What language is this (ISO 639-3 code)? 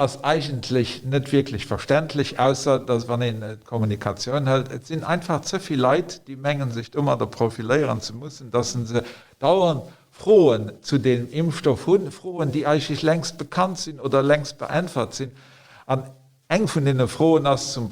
ltz